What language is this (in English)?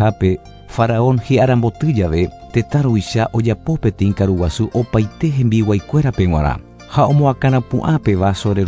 Guarani